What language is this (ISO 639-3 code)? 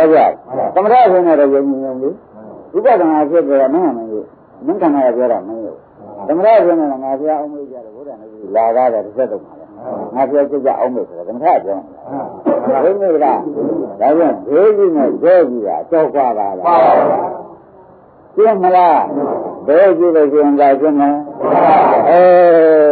mya